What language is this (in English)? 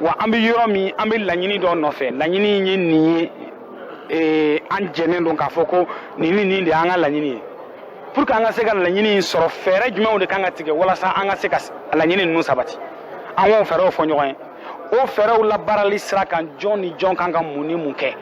Bambara